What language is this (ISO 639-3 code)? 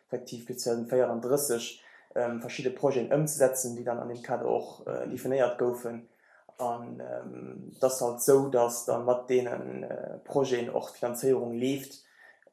ltz